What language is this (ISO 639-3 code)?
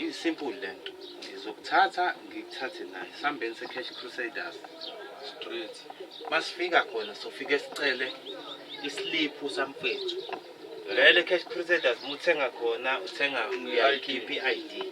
zul